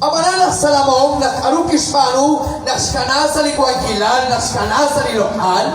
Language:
Kekchí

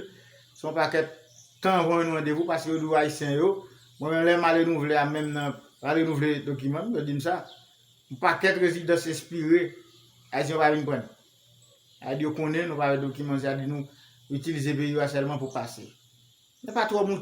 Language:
Haitian Creole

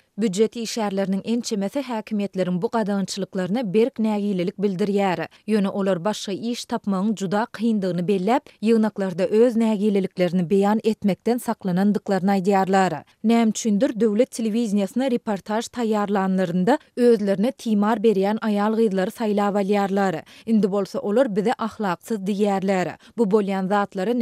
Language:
Turkmen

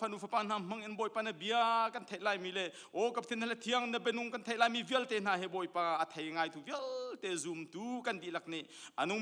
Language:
Hakha Chin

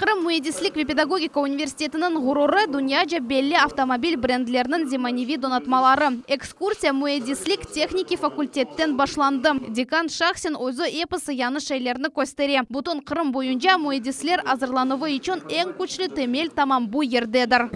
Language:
Crimean Tatar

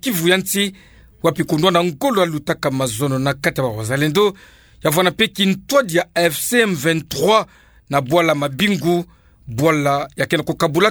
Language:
Kituba (Democratic Republic of Congo)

